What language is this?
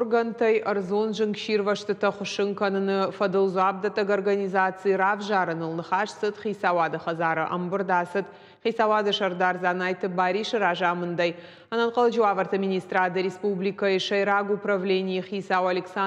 Ossetic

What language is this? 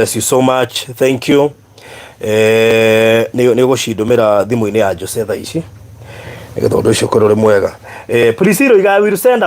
Kikuyu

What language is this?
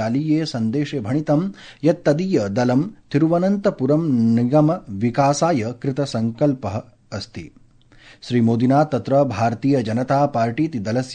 Sanskrit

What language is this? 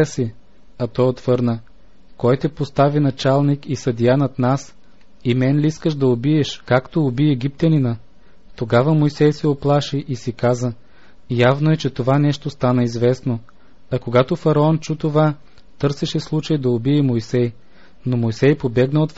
Bulgarian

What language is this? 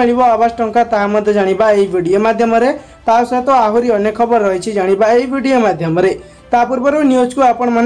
Odia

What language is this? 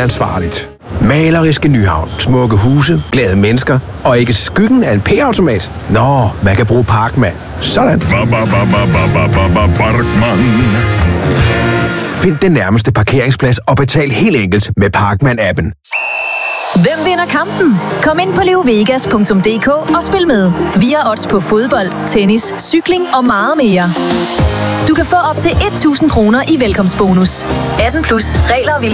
Danish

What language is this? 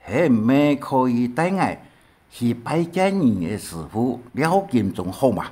Hakka Chinese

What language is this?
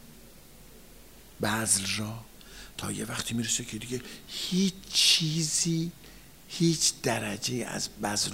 Persian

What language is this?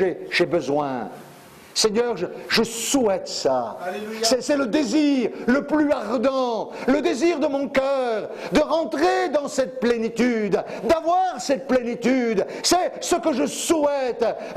French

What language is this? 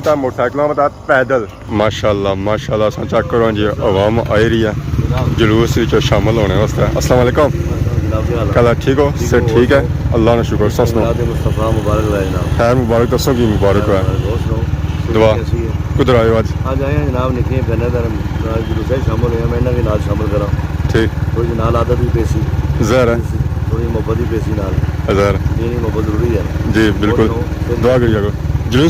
Pahari-Potwari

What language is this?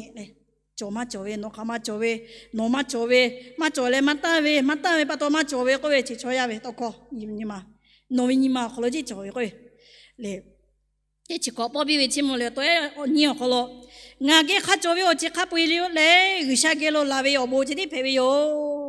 Lahu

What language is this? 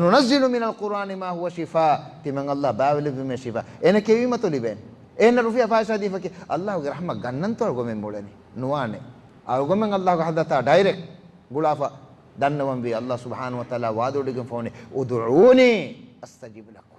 Divehi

